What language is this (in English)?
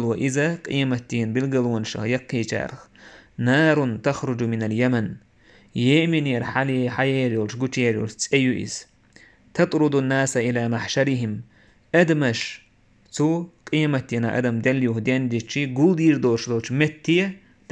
Chechen